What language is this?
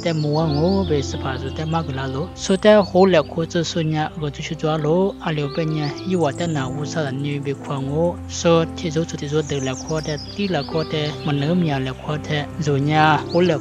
Lisu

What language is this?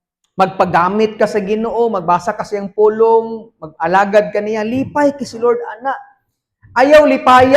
Cebuano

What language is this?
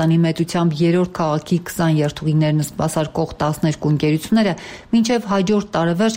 Armenian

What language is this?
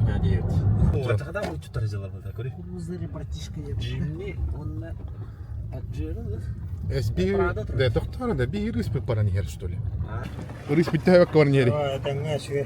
Yakut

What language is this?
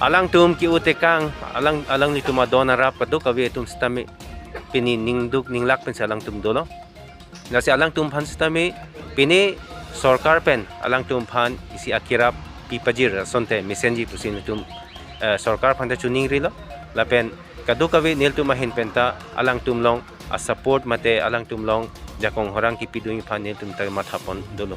Karbi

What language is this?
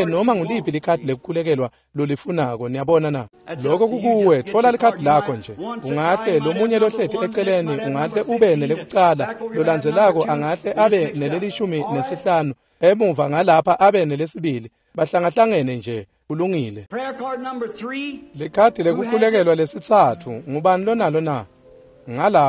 Swati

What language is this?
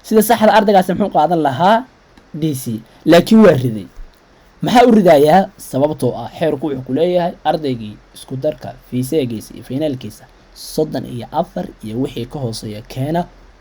Somali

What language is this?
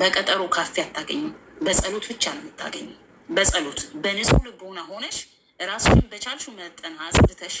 Amharic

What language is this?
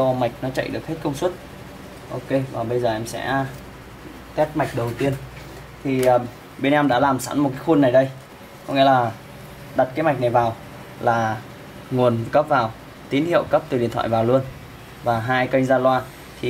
Vietnamese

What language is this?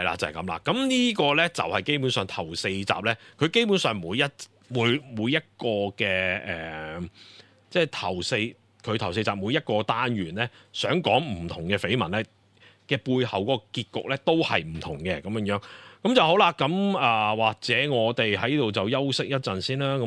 Cantonese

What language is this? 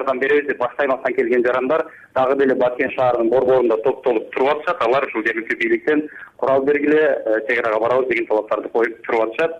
Kyrgyz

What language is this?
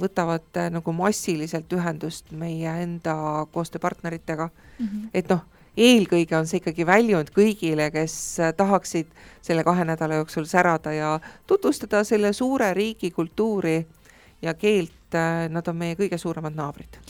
Estonian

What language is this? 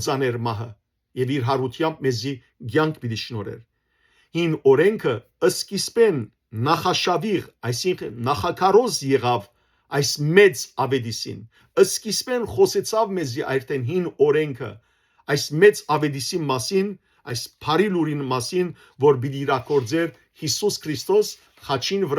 Western Armenian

